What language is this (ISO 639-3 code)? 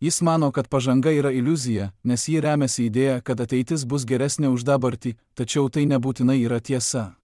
lit